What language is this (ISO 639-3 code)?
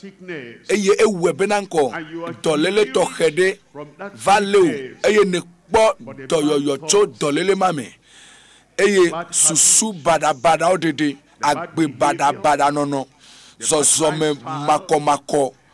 ewe